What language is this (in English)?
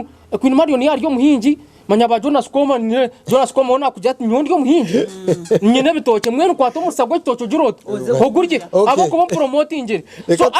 Nyankole